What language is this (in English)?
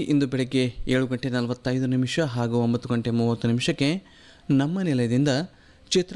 Kannada